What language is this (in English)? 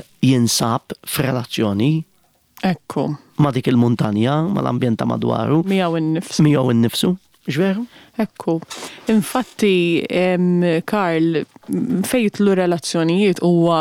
Maltese